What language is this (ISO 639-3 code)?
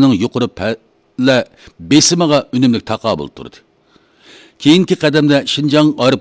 uig